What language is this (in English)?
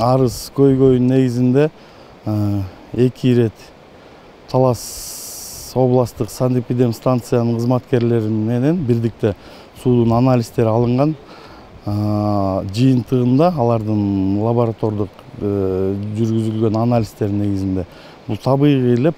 Kyrgyz